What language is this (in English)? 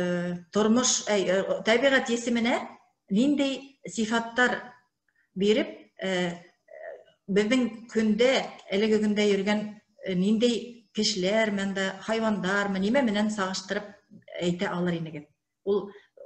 Bashkir